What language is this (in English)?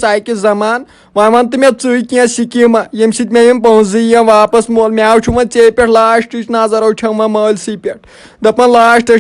Kashmiri